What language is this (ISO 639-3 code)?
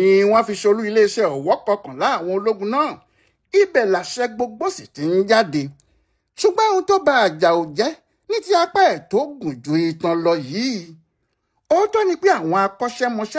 yor